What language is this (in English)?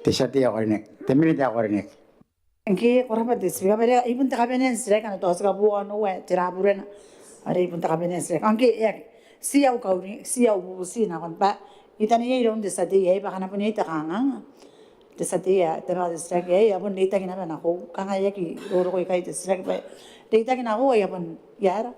Gilbertese